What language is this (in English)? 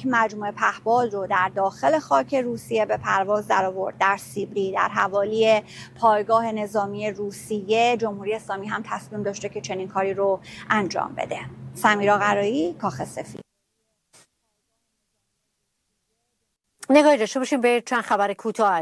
Persian